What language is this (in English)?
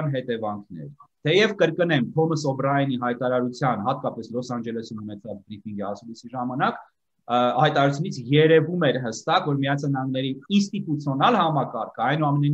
Armenian